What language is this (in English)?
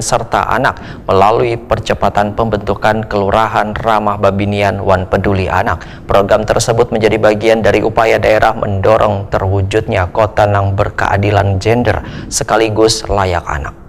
Banjar